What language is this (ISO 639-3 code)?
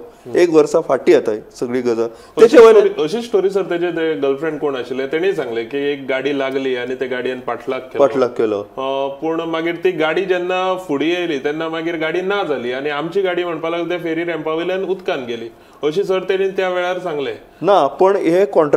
kok